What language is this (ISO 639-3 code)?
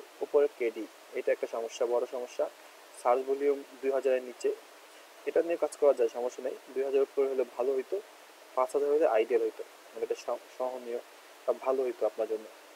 ben